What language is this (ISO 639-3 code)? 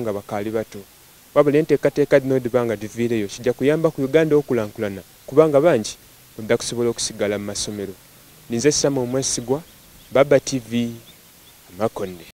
xog